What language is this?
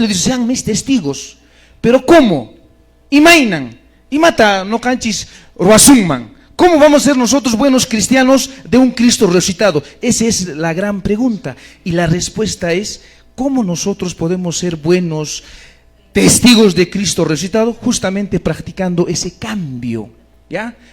Quechua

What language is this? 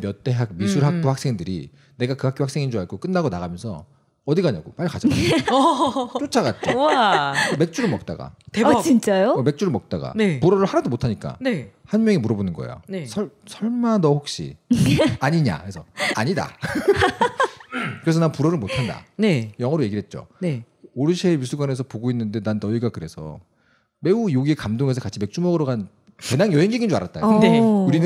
Korean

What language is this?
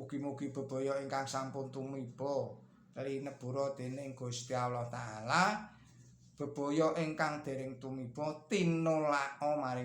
Javanese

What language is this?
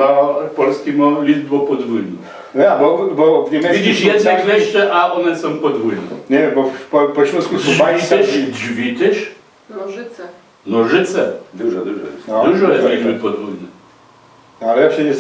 Silesian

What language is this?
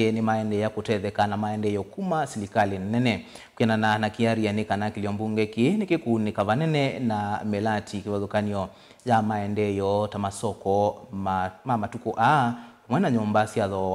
Kamba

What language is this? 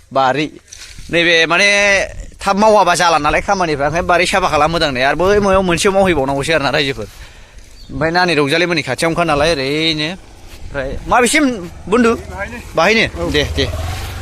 Bodo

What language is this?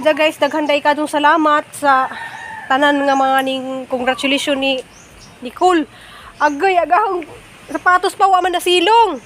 Cebuano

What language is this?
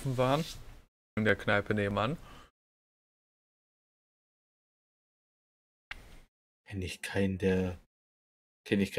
German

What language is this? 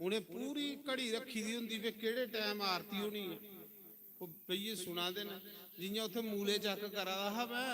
Dogri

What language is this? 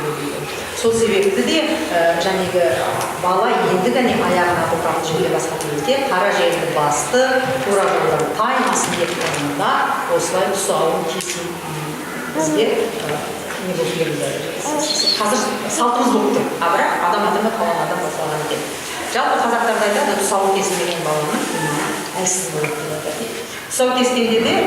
Kazakh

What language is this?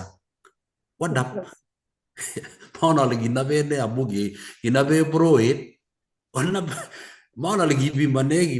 Kalenjin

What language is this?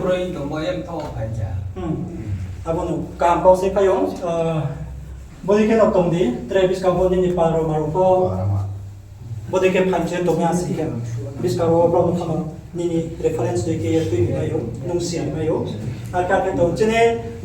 Riang (India)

